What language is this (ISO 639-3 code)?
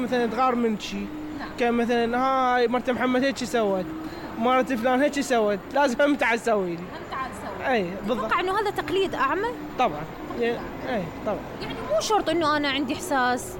acm